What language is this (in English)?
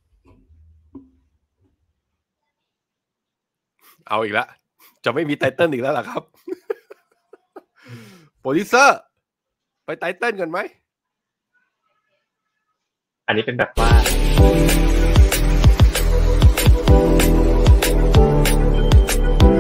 Thai